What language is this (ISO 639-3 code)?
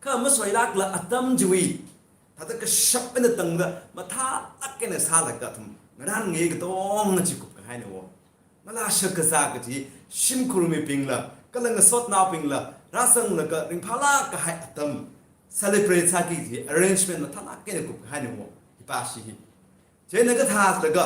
nmf